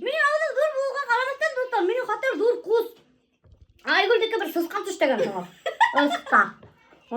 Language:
Bashkir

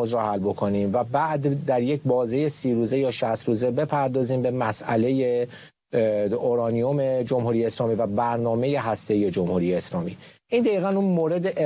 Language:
Persian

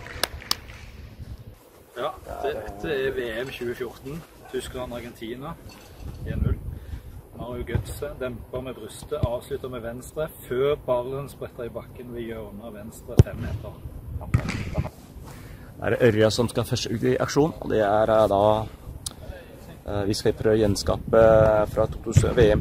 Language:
Norwegian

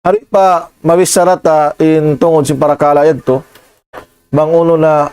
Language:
Tausug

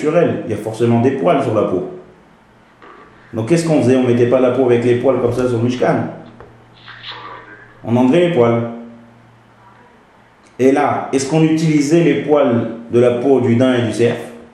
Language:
French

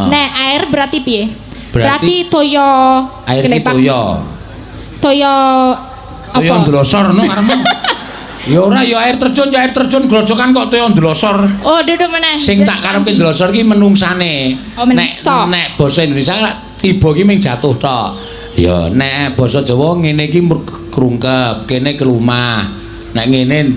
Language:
Javanese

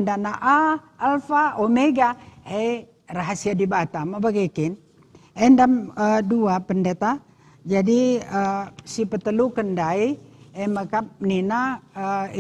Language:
Batak Karo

